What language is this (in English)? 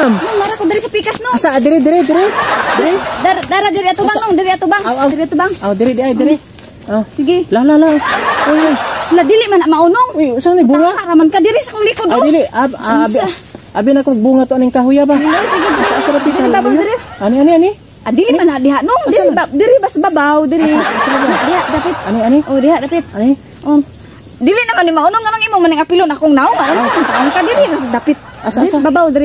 Cebuano